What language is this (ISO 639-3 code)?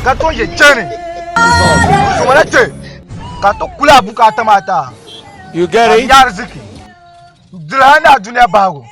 dag